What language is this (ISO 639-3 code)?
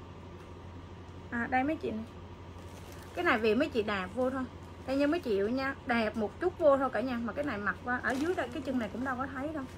vie